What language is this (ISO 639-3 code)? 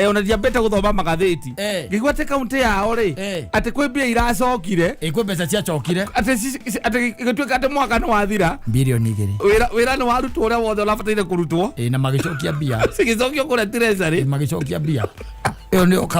kik